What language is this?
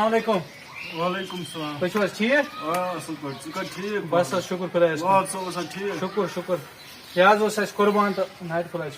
Kashmiri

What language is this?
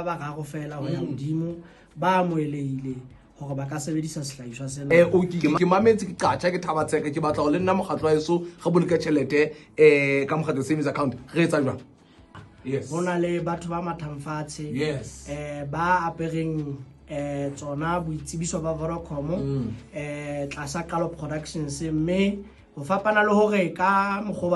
Southern Sotho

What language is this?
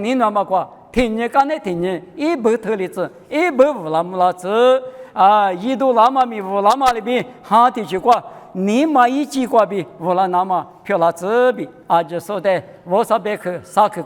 Lisu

